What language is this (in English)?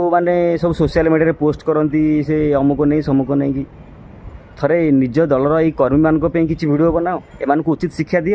Odia